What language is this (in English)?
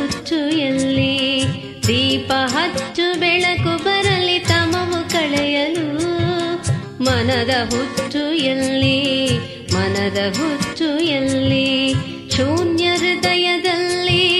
Kannada